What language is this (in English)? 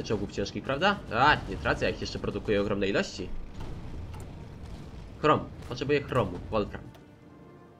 Polish